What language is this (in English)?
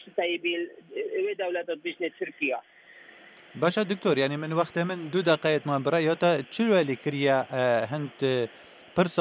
Kurdish